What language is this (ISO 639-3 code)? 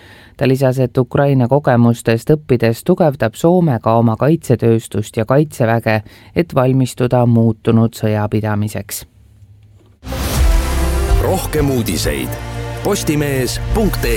est